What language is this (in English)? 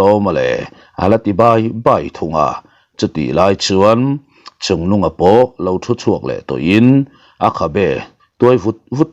Mizo